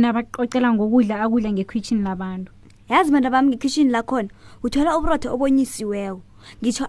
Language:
South Ndebele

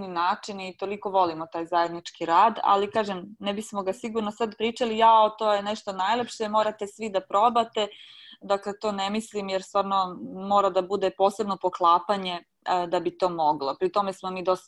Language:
Serbian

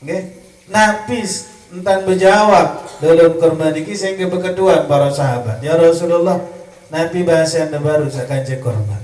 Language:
Sasak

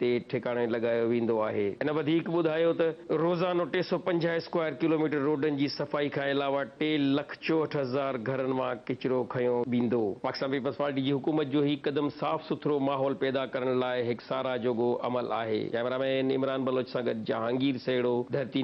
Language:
Sindhi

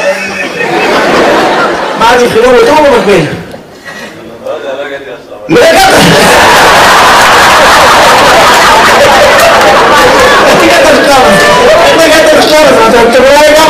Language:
Hebrew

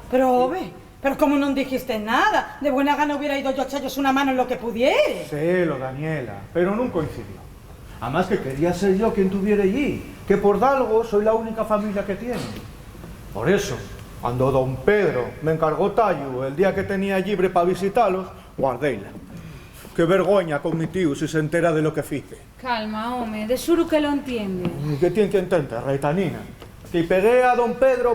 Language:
Asturian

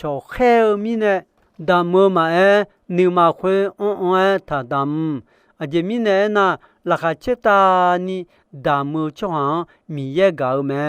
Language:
Akha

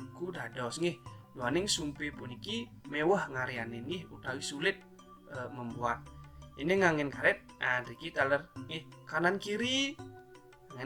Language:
Balinese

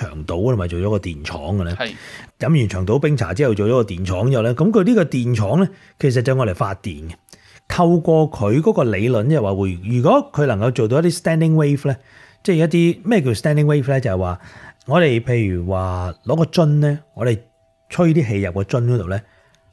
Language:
Cantonese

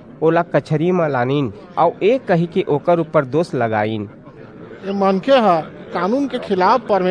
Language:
Chhattisgarhi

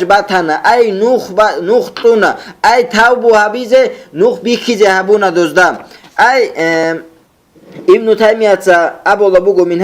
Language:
Avaric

